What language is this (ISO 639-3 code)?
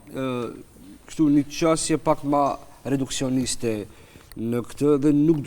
sqi